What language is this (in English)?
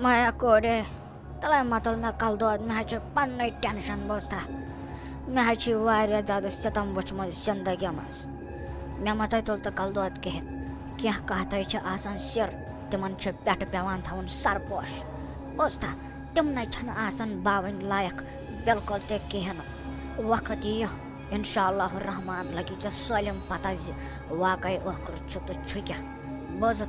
Kashmiri